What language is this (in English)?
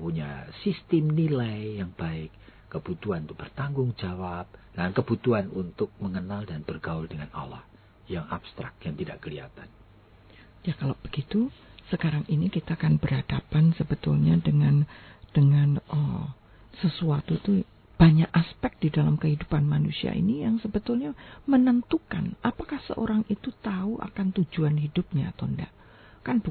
Indonesian